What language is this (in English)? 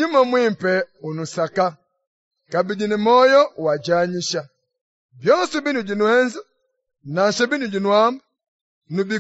Luba-Lulua